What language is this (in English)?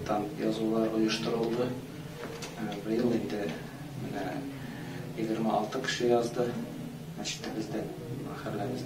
Tatar